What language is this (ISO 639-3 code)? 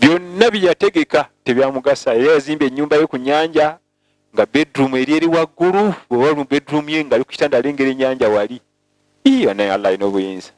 lug